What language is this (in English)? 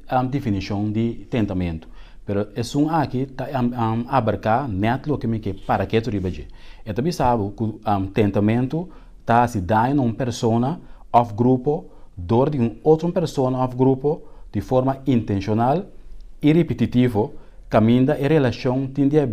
Papiamento